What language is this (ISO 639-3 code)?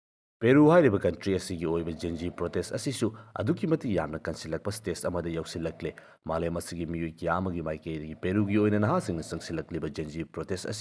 mni